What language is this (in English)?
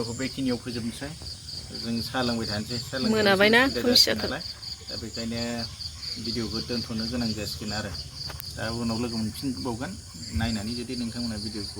Bodo